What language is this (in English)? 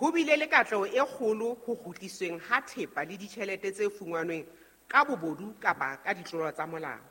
Southern Sotho